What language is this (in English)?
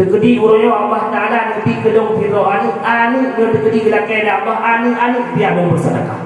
Achinese